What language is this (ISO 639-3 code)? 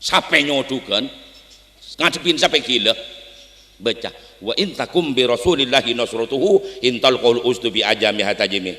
mad